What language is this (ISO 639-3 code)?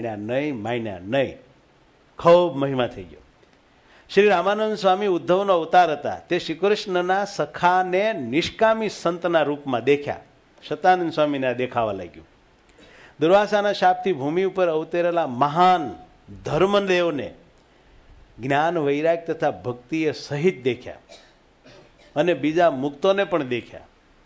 guj